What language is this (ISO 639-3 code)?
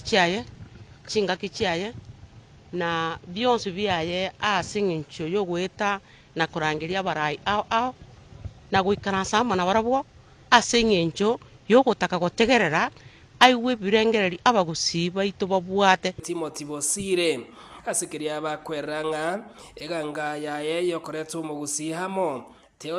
guz